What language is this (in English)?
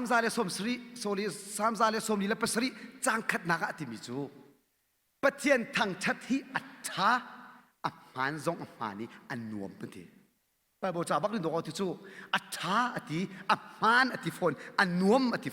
Hakha Chin